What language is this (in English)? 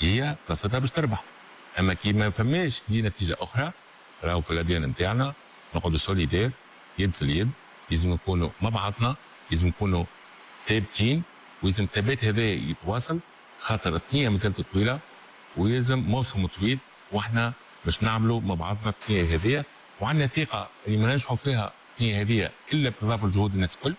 Tunisian Arabic